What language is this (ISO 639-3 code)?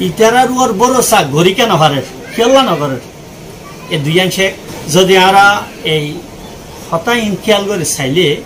rhg